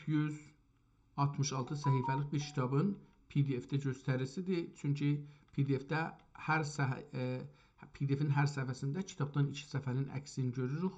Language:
South Azerbaijani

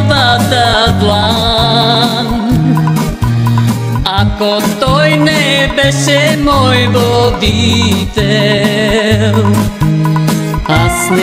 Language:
Bulgarian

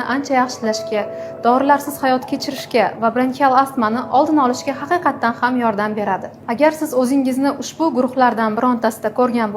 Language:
Uzbek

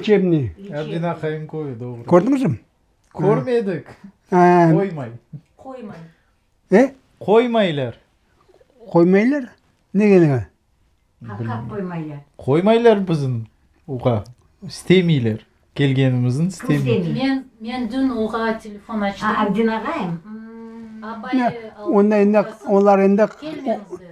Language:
Crimean Tatar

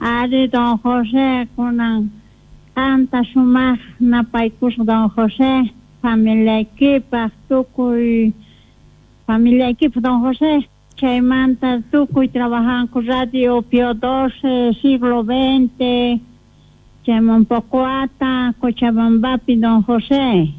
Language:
South Bolivian Quechua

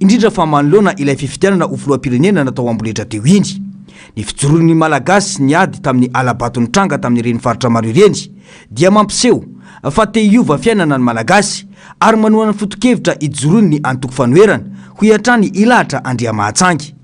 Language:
Malagasy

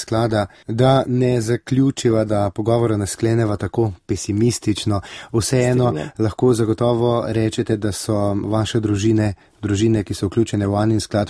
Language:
Slovenian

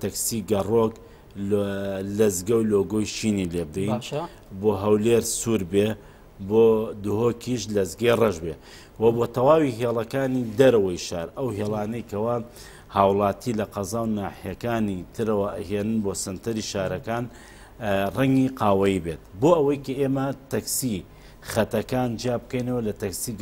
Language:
Central Kurdish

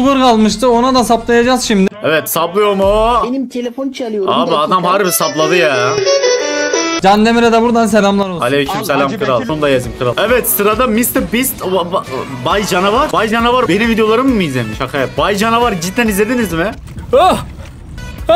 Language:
Turkish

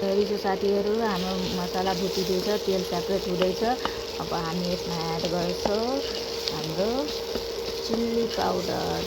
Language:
Nepali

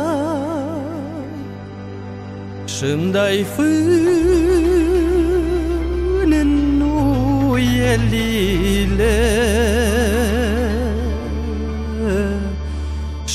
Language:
Romanian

